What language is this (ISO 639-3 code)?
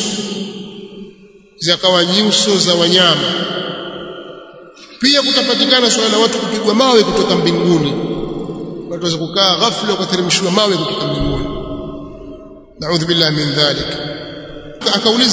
swa